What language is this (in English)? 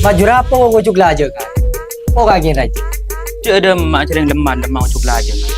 Madurese